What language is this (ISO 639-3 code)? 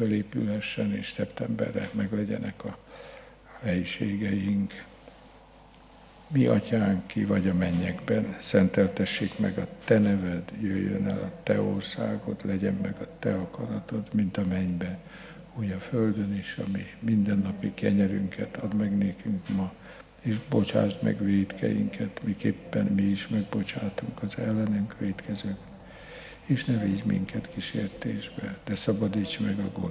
hun